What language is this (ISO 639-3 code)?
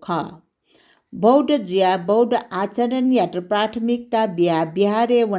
new